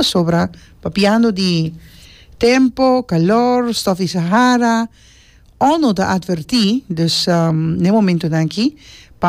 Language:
Papiamento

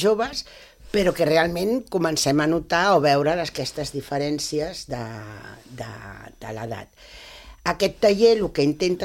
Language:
Catalan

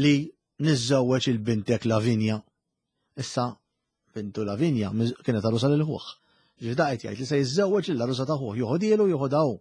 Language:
Maltese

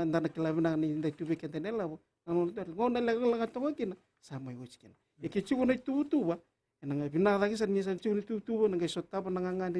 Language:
Fijian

